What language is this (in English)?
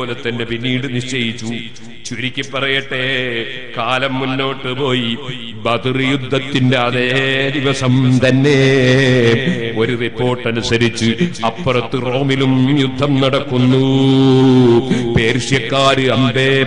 Malayalam